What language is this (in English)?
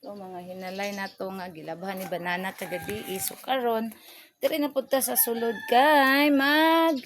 Cebuano